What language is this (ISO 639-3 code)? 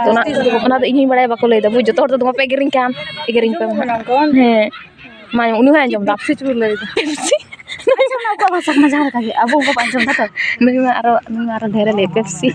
sat